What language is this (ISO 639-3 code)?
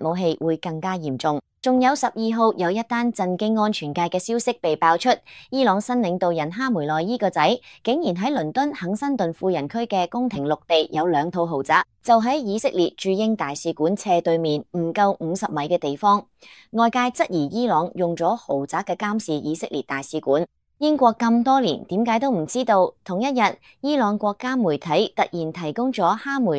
yue